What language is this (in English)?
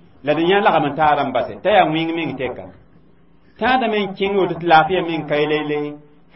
Mossi